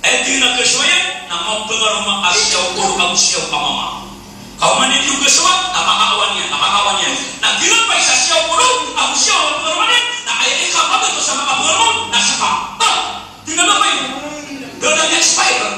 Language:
Maranao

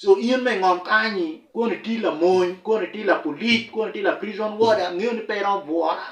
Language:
Acoli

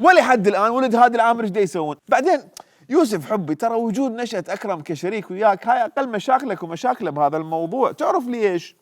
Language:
Mesopotamian Arabic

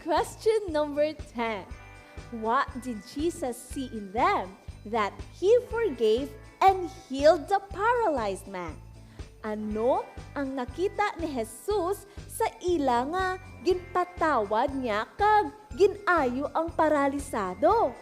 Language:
Hiligaynon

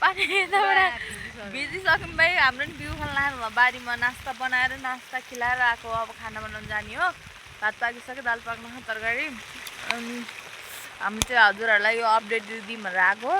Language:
Nepali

